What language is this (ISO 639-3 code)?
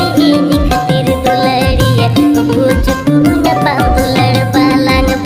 sat